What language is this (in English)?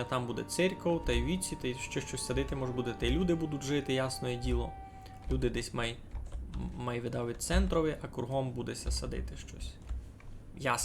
Rusyn